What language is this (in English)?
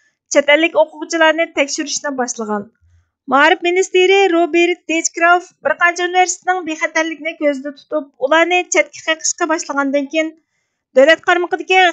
Uyghur